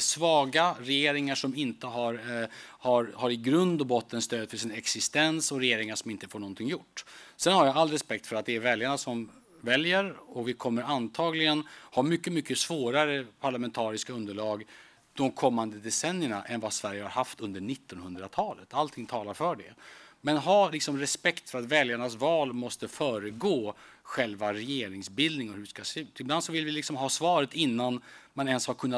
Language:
Swedish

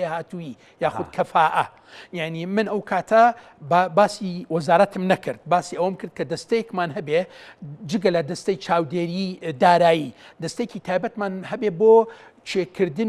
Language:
Central Kurdish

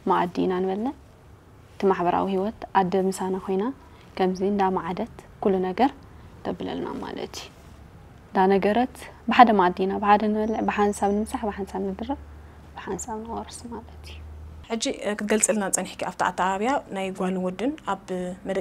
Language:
Tigrinya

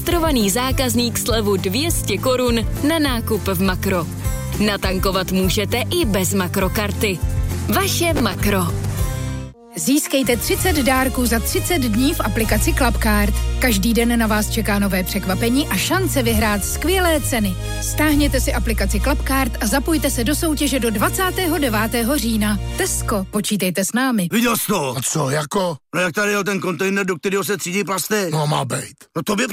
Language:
Czech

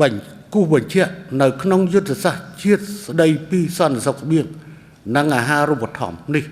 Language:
Khmer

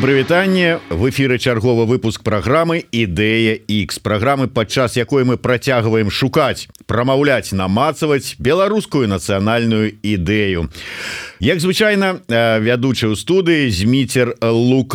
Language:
Belarusian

